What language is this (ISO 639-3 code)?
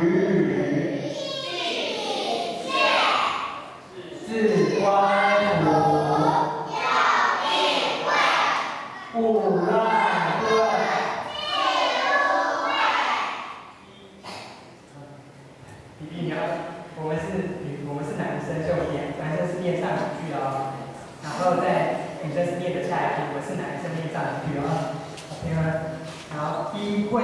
zho